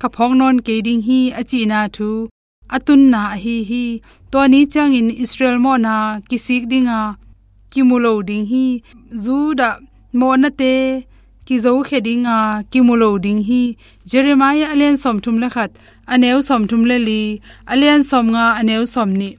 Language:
Tedim Chin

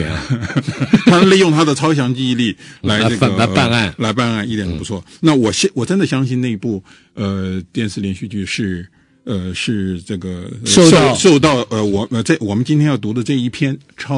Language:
Chinese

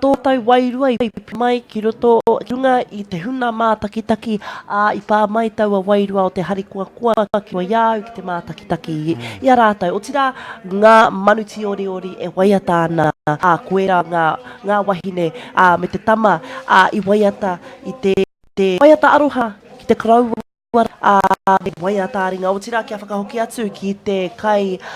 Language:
Māori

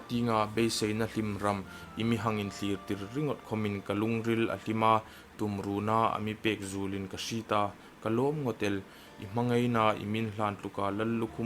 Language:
Hmar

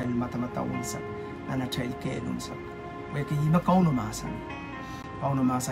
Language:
Pohnpeian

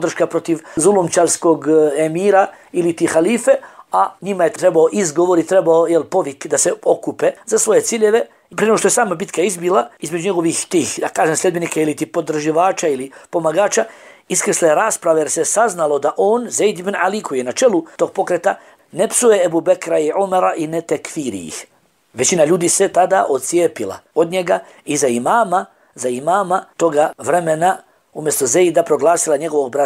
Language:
Bosnian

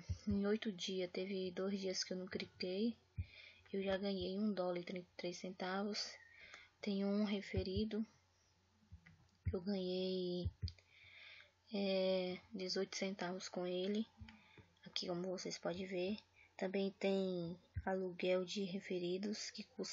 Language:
Portuguese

